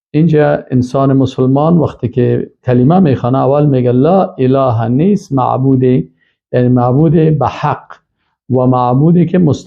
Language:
Persian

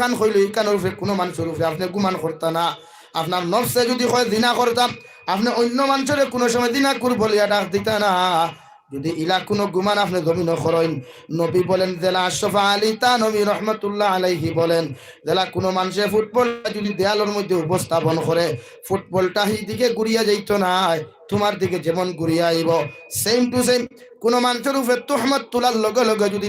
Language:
Sylheti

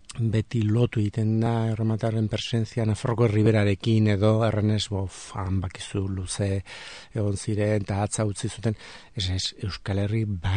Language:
Basque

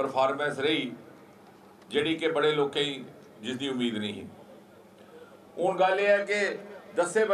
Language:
Dogri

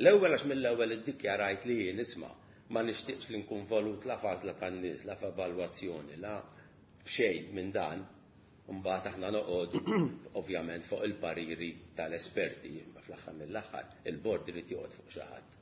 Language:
Maltese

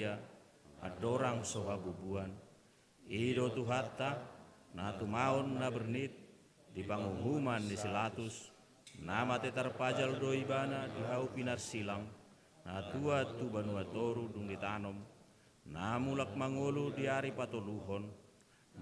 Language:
Batak Toba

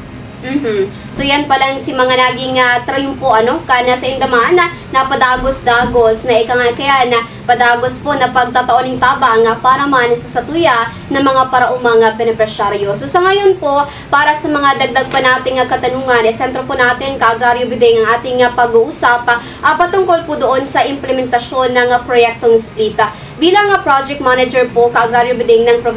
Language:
Bikol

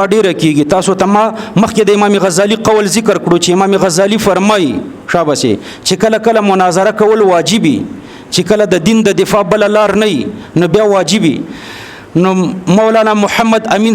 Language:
Pashto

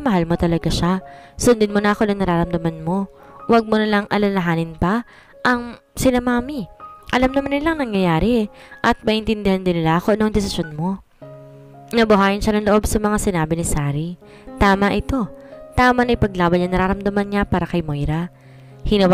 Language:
Filipino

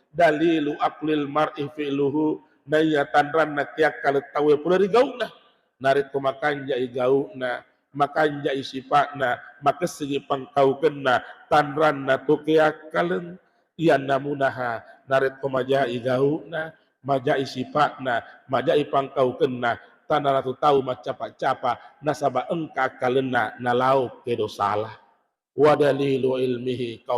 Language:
Buginese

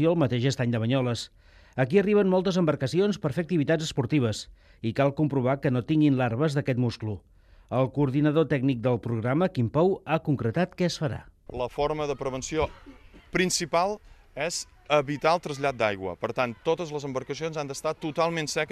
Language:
Catalan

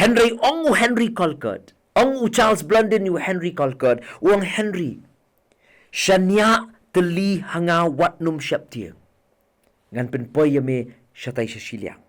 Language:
Khasi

